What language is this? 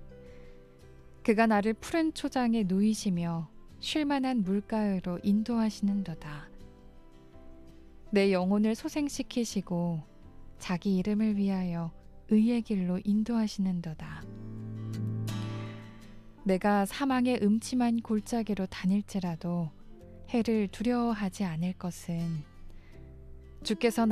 Korean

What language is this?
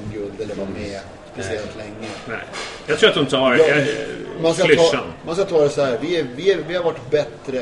Swedish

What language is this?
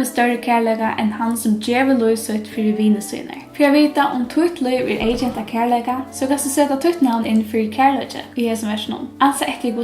Faroese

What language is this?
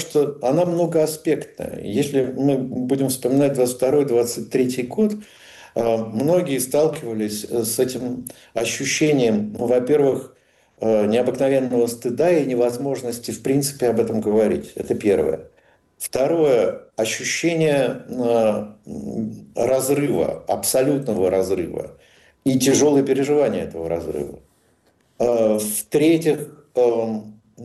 Russian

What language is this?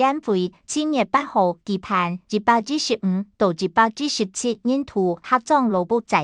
Hakka Chinese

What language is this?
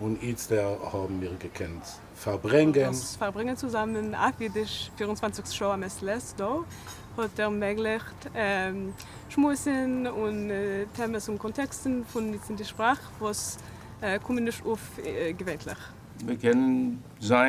Yiddish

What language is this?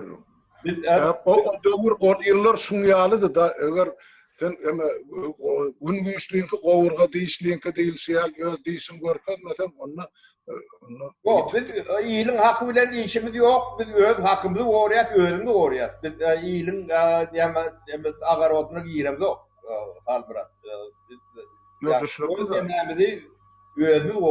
Turkmen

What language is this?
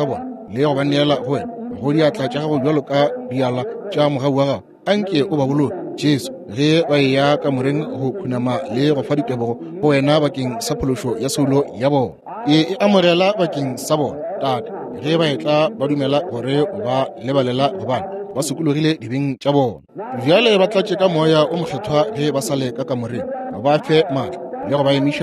Northern Sotho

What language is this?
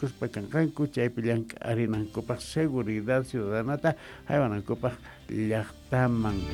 South Bolivian Quechua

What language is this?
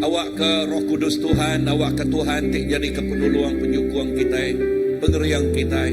Iban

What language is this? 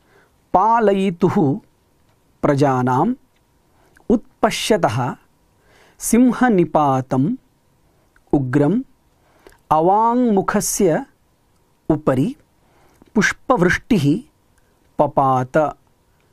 Sanskrit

